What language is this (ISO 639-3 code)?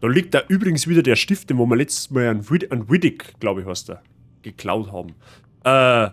bar